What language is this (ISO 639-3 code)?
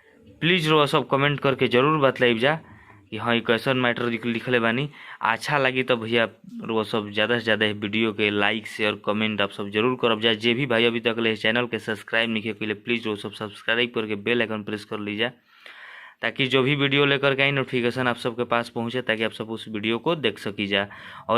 bho